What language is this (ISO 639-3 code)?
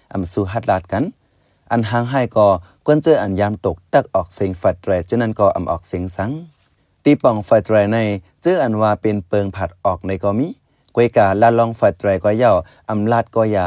shn